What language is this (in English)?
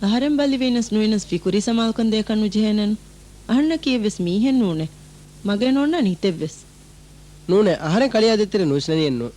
Divehi